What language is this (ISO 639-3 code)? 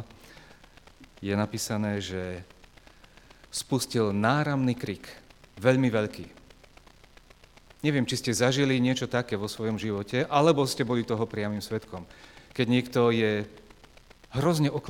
slk